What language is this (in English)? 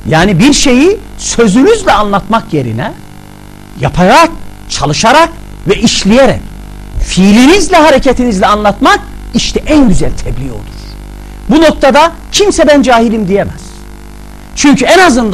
Turkish